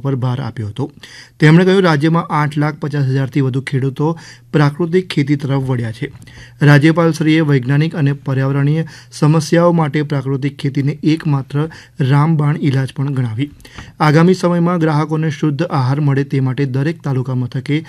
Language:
Gujarati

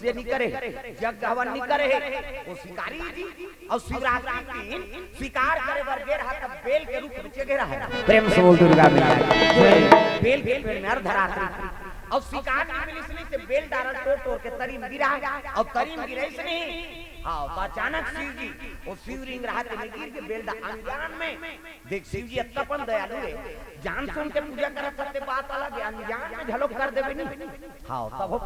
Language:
Chhattisgarhi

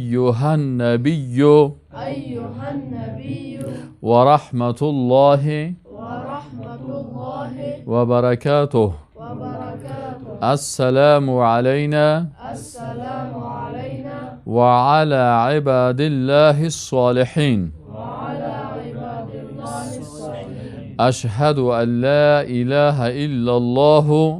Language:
Tajik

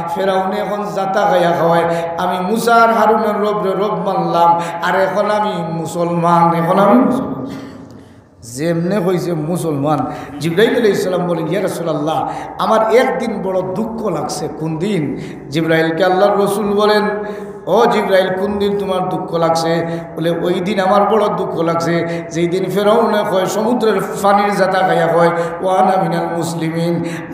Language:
Sylheti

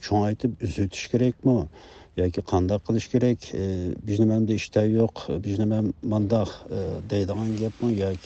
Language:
Uyghur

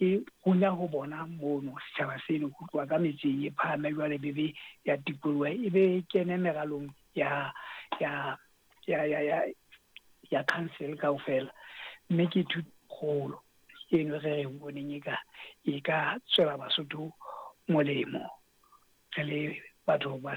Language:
Southern Sotho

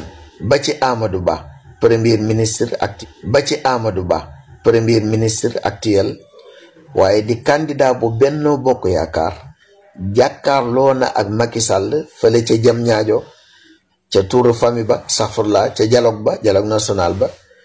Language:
Wolof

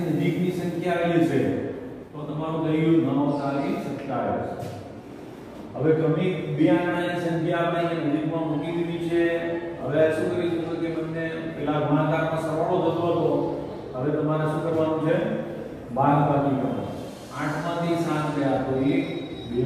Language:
Gujarati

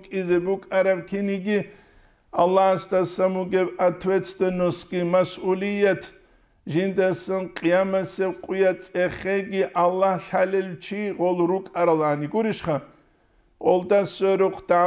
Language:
Avaric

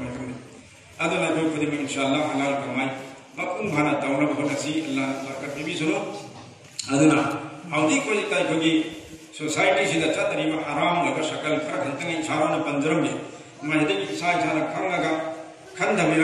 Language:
Manipuri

